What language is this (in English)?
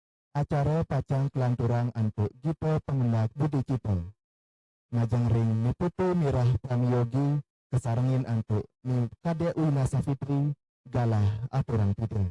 Balinese